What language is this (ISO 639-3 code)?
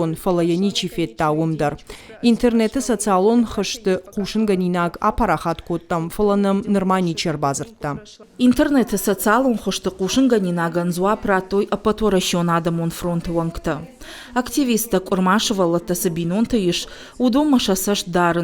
oss